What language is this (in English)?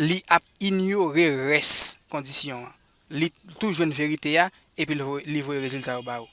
Haitian Creole